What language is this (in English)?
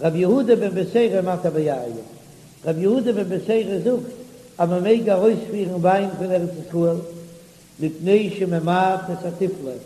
Yiddish